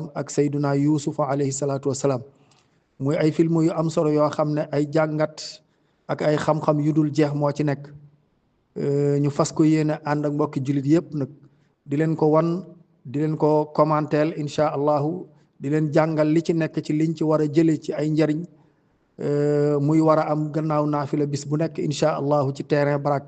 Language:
Wolof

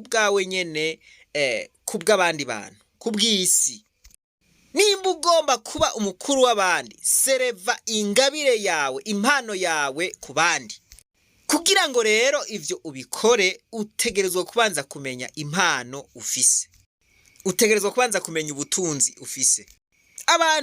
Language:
Rundi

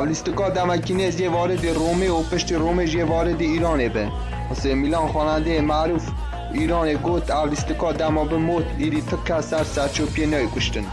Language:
Kurdish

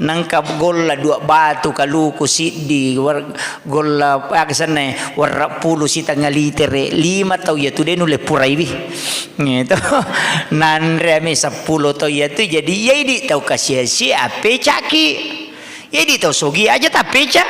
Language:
Buginese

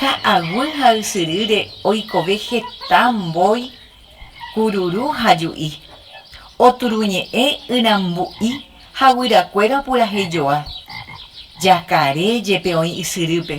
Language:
Guarani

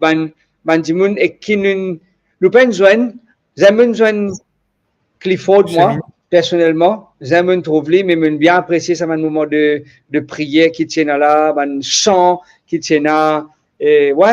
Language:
Morisyen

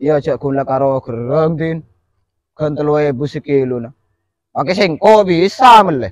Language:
Madurese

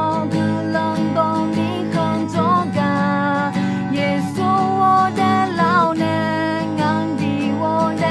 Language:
Akha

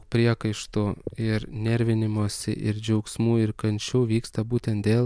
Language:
Lithuanian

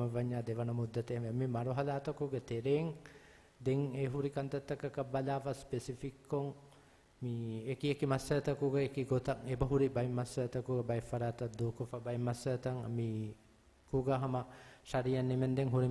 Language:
Divehi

